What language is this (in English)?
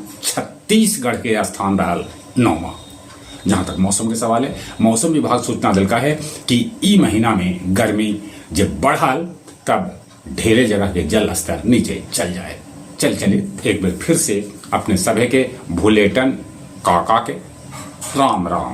Magahi